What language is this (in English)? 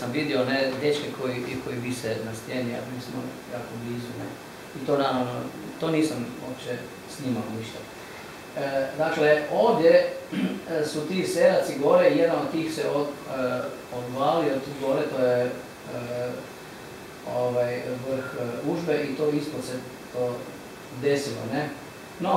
Croatian